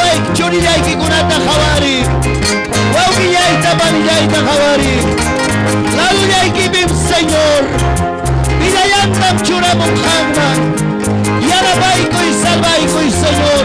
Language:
Ayacucho Quechua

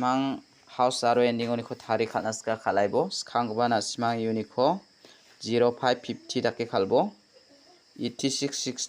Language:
Garo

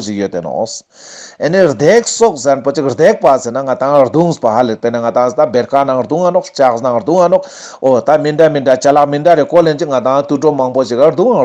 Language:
Ladakhi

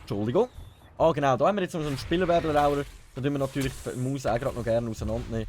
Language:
Swiss German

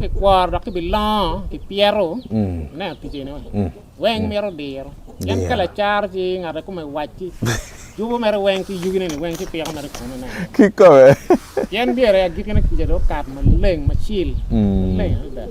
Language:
Acoli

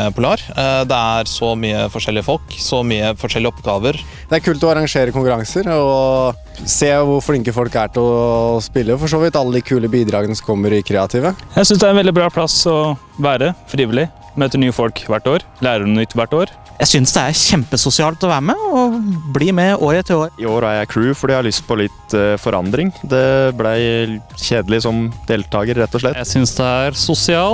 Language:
Norwegian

